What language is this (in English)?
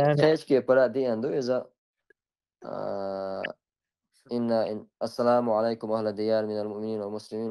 Chechen